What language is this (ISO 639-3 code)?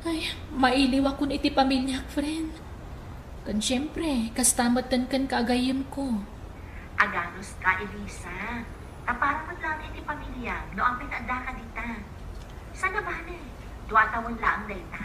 ilo